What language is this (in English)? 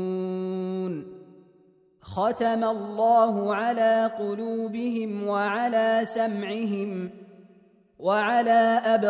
Arabic